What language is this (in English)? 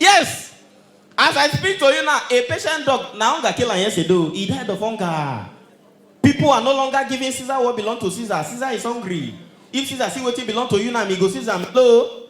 Nigerian Pidgin